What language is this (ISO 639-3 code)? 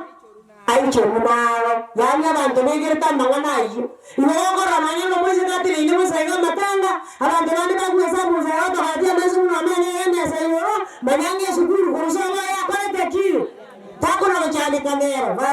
guz